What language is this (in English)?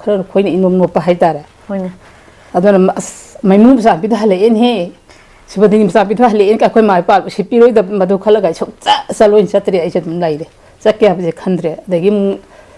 Manipuri